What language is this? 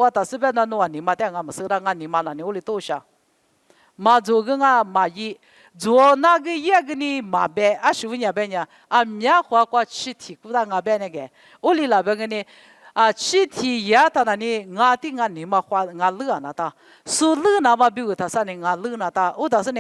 Lisu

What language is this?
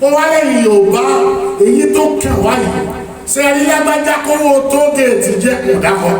Yoruba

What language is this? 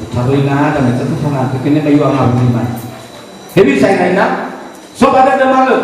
Nias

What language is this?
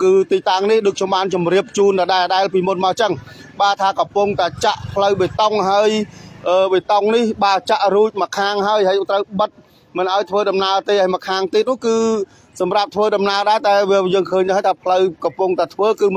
Khmer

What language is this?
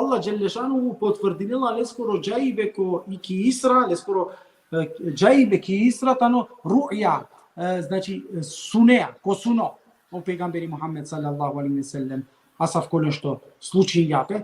Balkan Romani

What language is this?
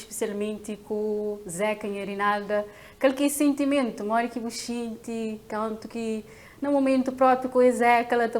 Kabuverdianu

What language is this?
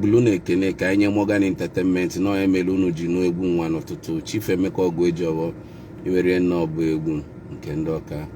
Igbo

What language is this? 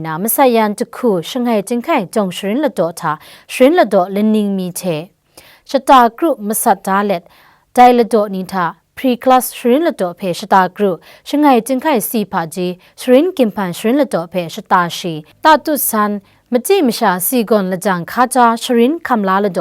Kachin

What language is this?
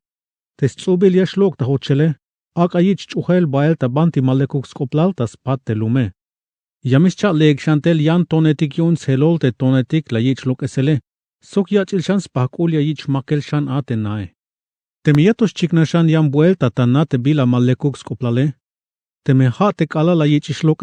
Tzeltal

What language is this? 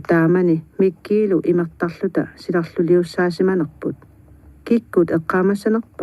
Kalaallisut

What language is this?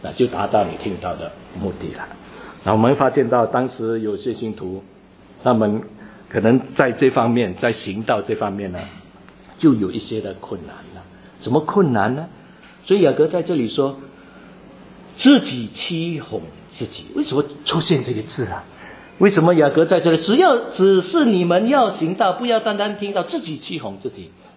Chinese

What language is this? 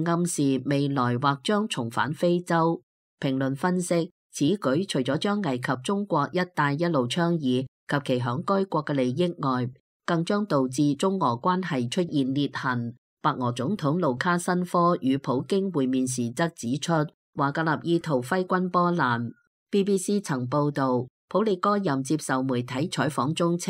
Cantonese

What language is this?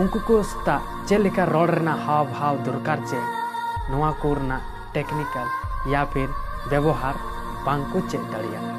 Santali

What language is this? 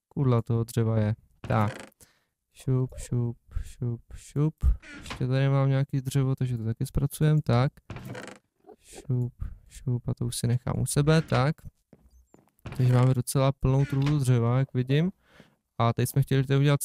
Czech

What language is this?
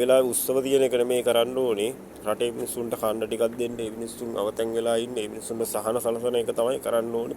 Sinhala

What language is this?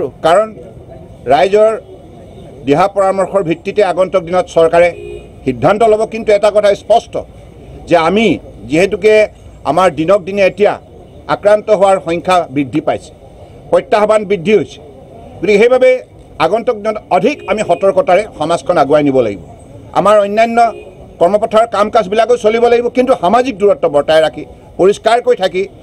Assamese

